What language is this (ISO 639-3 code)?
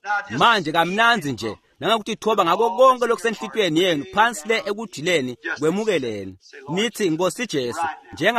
ssw